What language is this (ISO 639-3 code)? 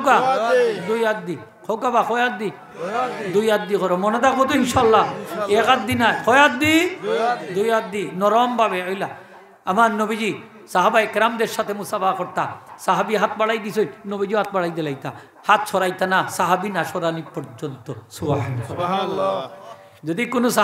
syl